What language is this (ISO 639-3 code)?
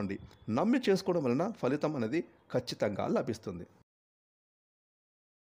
tel